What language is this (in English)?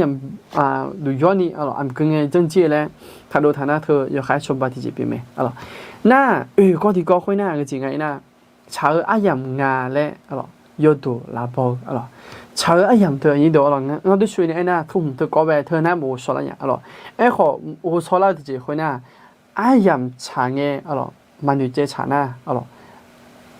Akha